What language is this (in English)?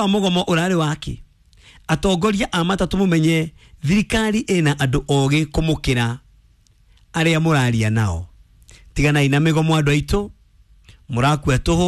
Kikuyu